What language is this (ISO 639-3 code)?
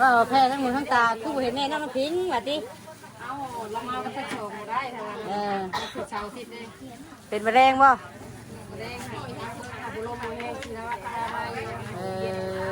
tts